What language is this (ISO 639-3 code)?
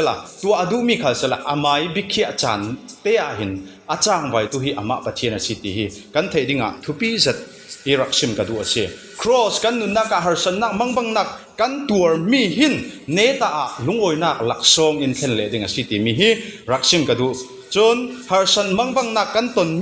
cfm